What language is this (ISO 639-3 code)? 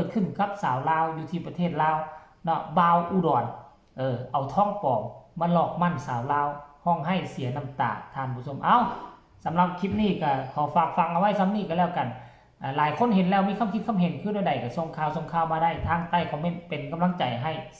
tts